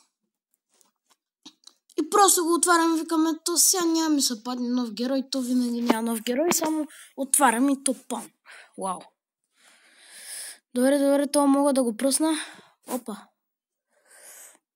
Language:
Bulgarian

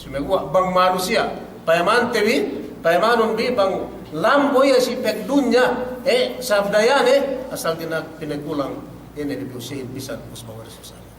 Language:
Yakan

